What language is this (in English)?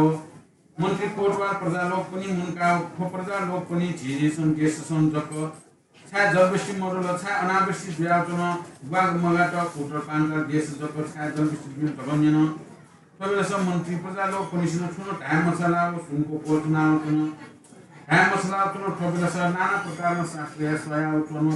Newari